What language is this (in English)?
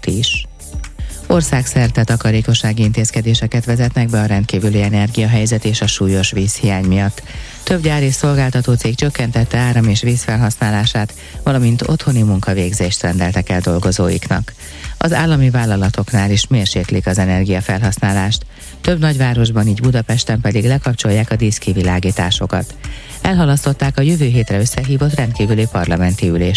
Hungarian